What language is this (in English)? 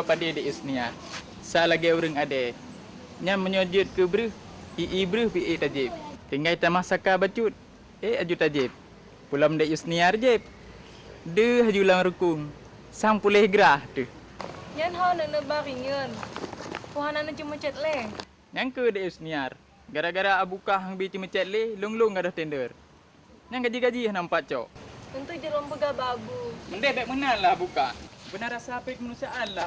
Achinese